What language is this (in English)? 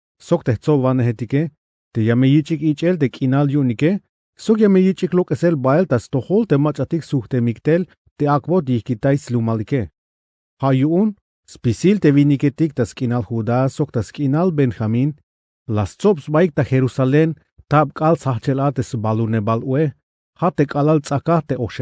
Tzeltal